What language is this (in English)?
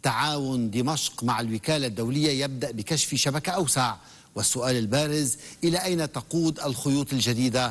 Arabic